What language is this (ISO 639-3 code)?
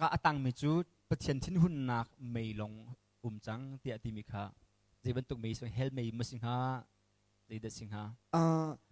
cnh